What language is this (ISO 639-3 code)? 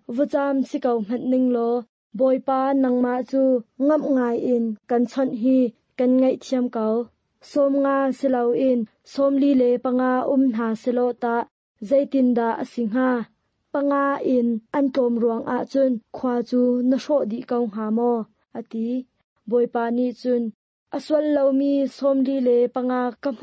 cnh